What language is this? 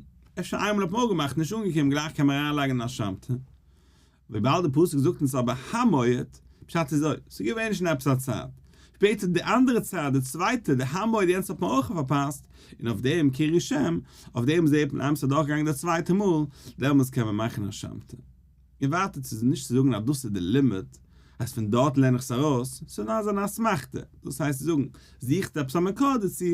Yiddish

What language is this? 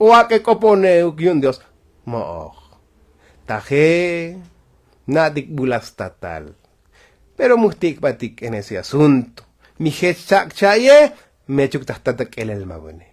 Tzotzil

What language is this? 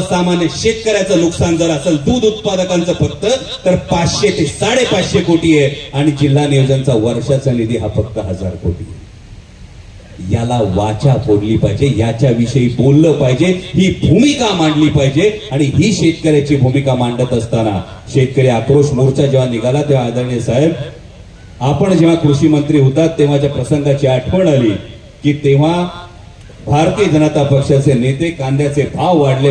Marathi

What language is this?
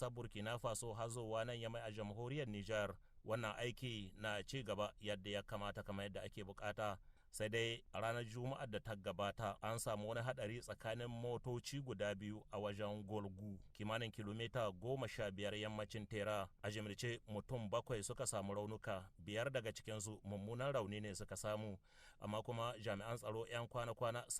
Hausa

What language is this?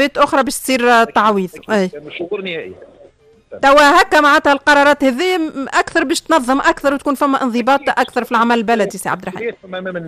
Tunisian Arabic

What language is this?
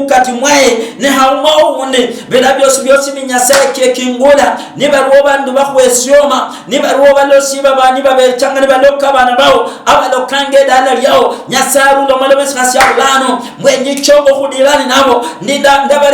Luyia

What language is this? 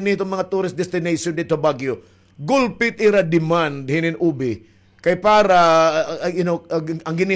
Waray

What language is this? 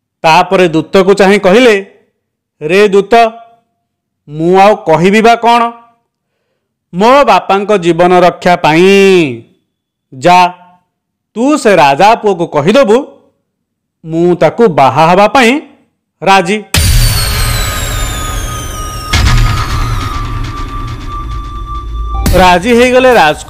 Odia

